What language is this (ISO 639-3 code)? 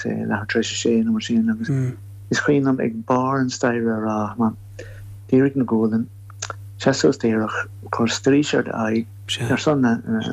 gle